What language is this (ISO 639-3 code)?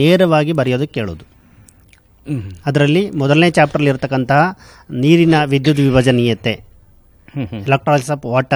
kan